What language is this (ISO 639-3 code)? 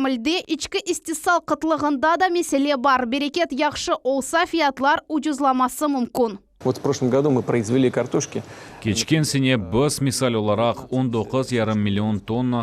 crh